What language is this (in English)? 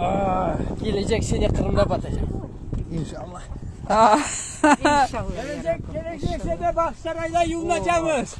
Crimean Tatar